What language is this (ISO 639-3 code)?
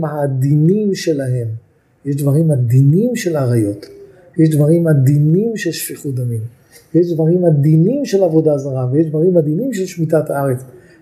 heb